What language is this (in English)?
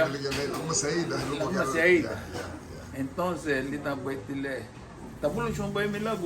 Garifuna